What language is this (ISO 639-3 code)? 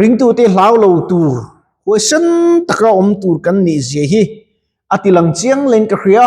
lus